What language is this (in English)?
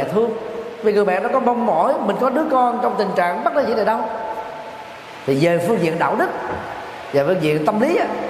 Vietnamese